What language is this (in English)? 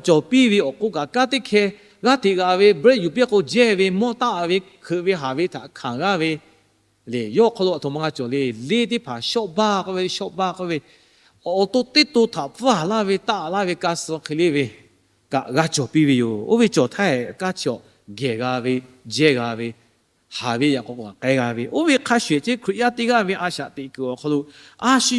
Lahu